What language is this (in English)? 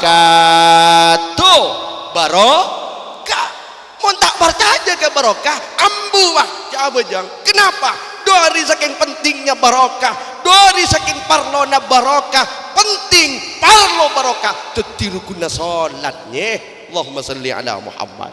Madurese